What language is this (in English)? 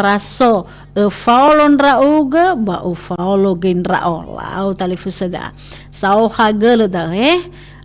Nias